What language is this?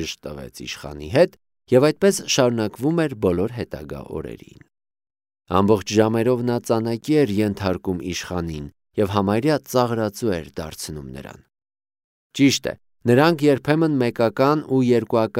Armenian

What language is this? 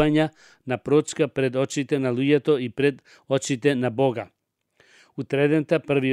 Macedonian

